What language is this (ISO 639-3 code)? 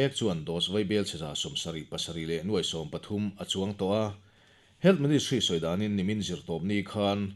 lus